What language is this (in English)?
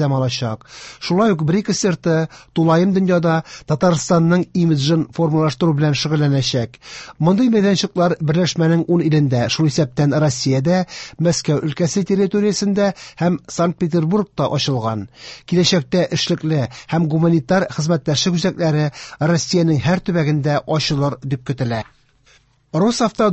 Tatar